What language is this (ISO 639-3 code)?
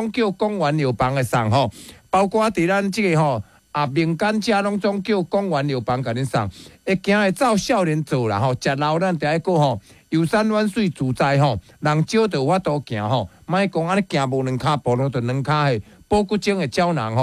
nan